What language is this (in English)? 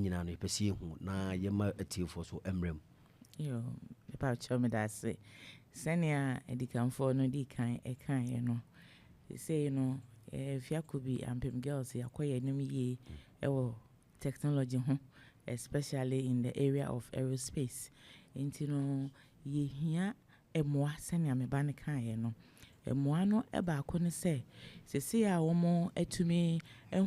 Akan